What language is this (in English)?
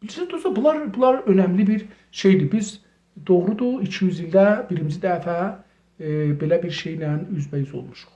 South Azerbaijani